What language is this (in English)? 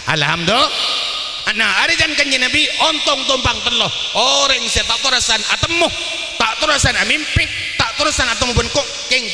Madurese